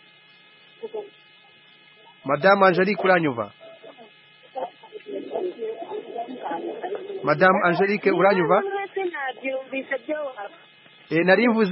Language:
Kinyarwanda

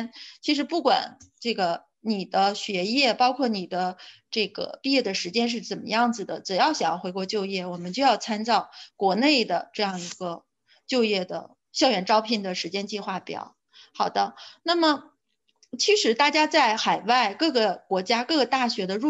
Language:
Chinese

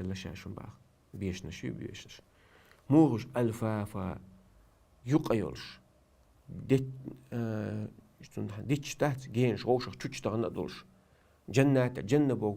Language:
Chechen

